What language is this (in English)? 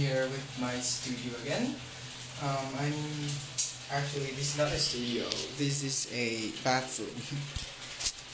English